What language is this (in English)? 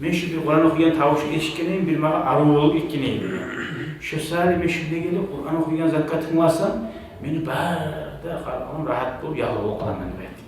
Kumyk